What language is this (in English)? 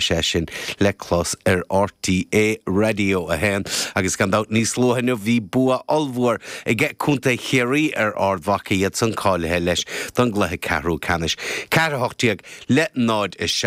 Irish